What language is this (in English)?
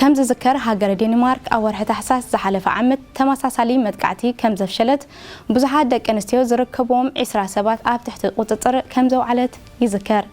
Tigrinya